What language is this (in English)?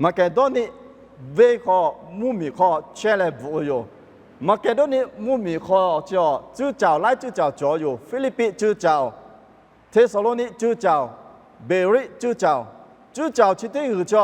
Lahu